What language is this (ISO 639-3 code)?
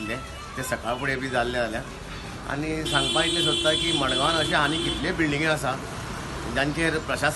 kok